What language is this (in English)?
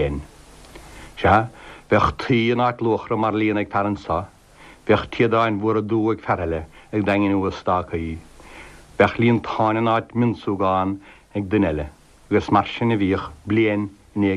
Irish